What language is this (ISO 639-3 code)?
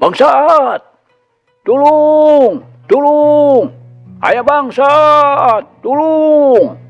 sun